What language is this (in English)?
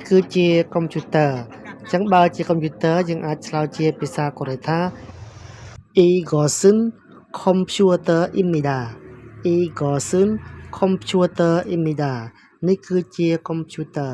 Khmer